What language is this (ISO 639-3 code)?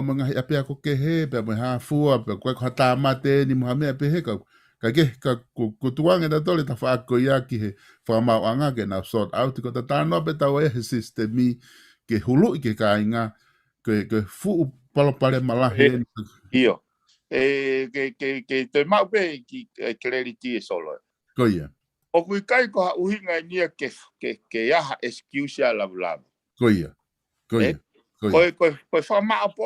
ton